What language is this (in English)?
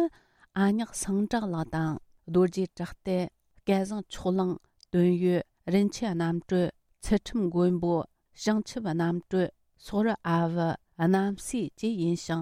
Tibetan